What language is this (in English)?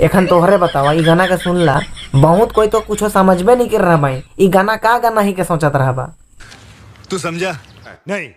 Sadri